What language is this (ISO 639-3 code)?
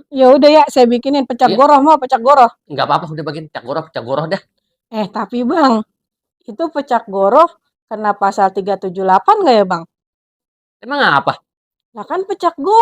bew